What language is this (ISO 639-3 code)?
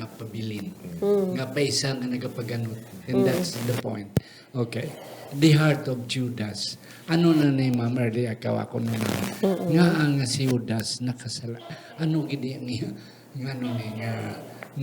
hil